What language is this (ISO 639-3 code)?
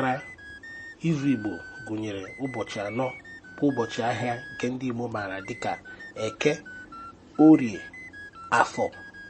ibo